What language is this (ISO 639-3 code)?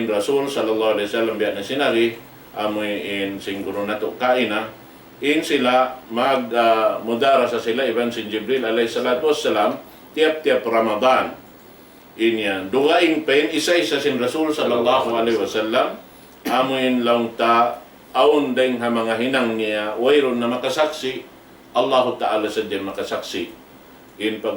tsg